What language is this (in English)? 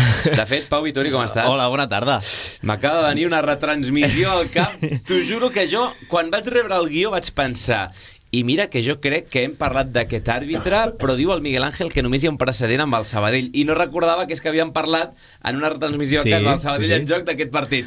Catalan